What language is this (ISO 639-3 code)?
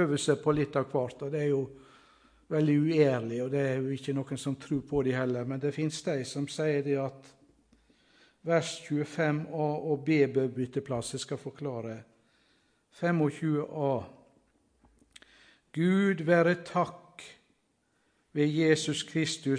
nor